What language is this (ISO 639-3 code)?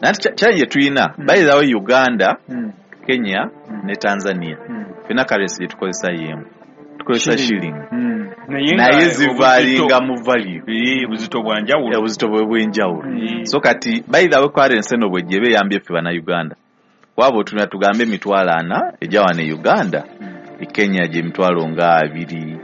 lug